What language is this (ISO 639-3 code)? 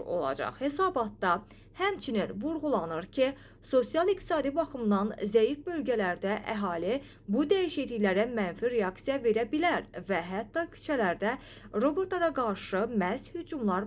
aze